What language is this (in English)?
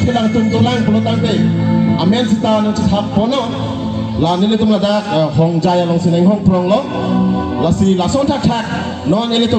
Karbi